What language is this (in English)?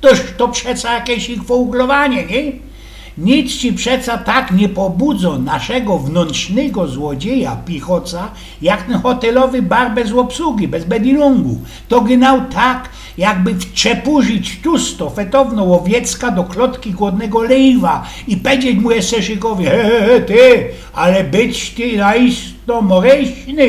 Silesian